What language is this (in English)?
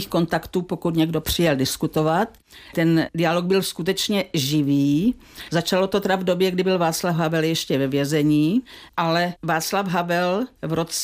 Czech